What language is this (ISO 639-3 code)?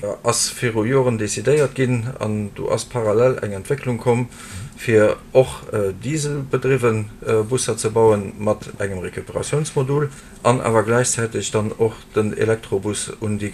ltz